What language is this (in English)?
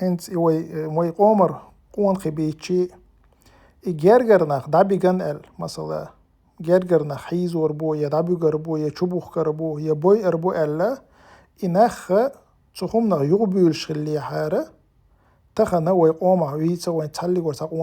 Chechen